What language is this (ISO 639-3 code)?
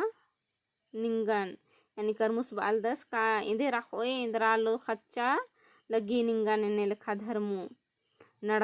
kru